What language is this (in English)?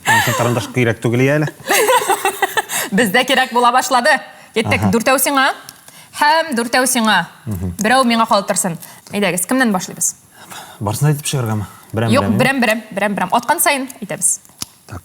Tatar